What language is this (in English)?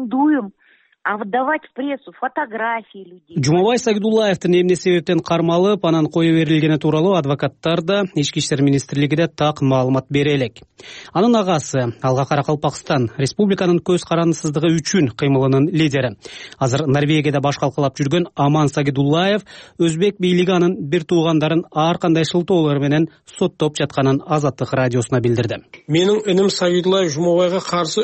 Kyrgyz